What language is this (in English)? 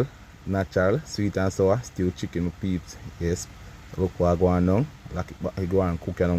Jamaican Creole English